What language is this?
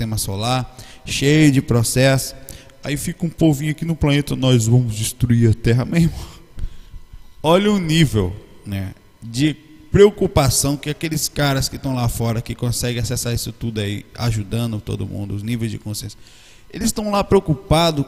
Portuguese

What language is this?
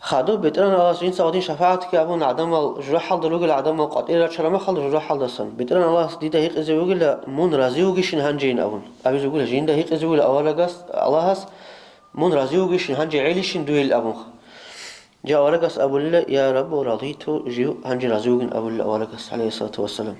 Avaric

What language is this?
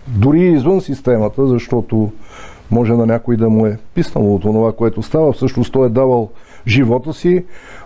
Bulgarian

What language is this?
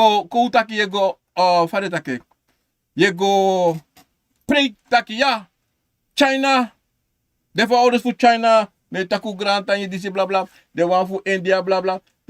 Sranan Tongo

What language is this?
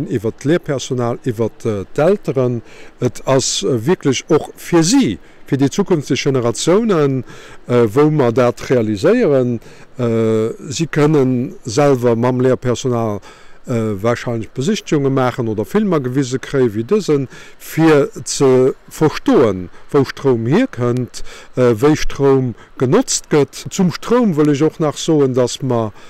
Luxembourgish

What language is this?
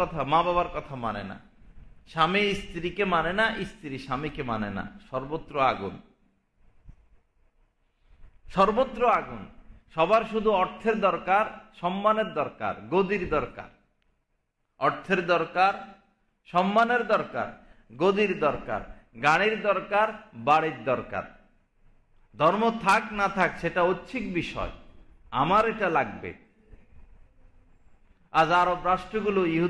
Bangla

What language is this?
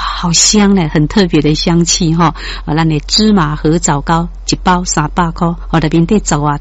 Min Nan Chinese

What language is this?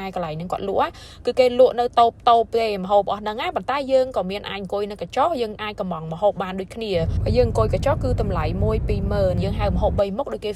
Khmer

